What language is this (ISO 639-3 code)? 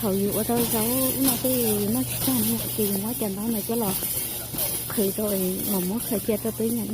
hmn